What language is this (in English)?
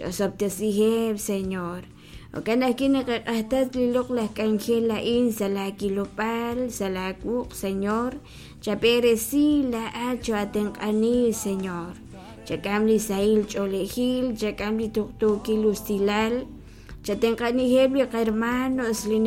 Kekchí